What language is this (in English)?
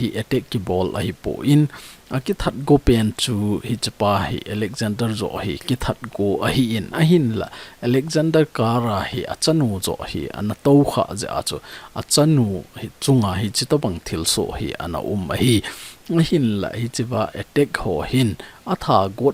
Thado Chin